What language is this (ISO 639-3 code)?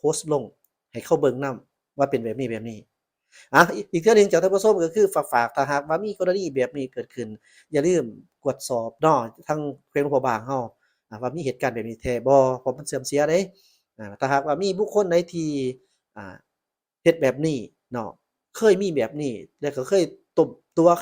lao